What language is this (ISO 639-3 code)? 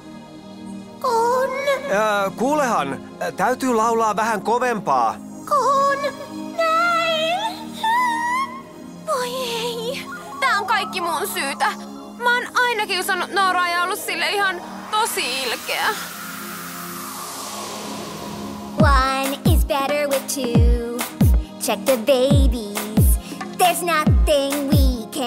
fin